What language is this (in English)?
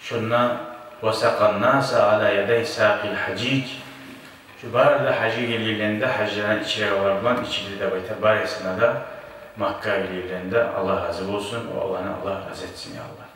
Kumyk